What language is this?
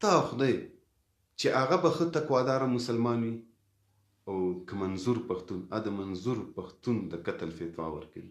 Pashto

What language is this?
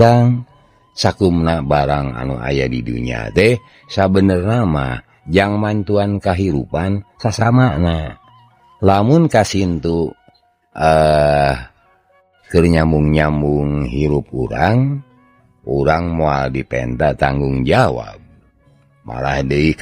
Sundanese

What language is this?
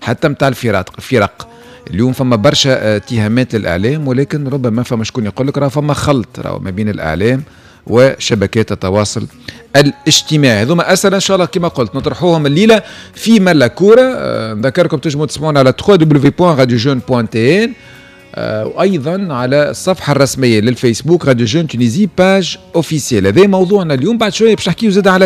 Tunisian Arabic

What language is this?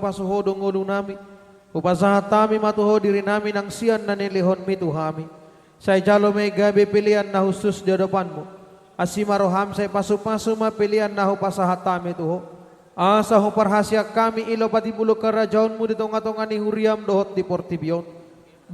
Batak Toba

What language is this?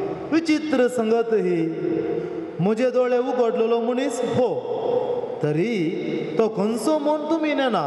Konkani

